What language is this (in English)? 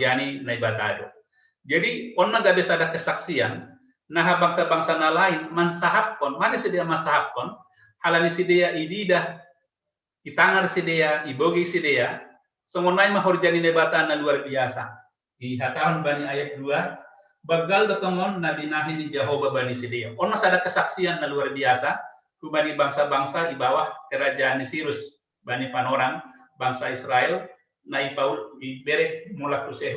Batak Simalungun